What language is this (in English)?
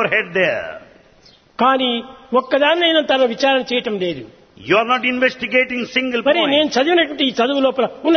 Telugu